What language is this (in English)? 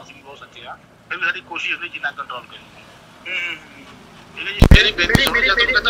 Punjabi